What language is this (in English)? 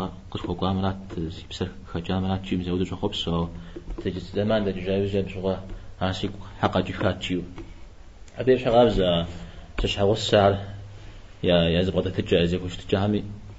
Kabardian